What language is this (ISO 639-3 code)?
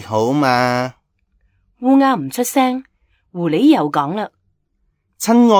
yue